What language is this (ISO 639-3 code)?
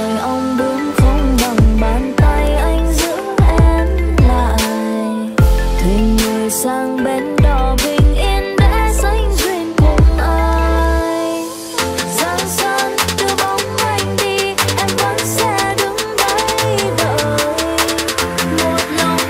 vie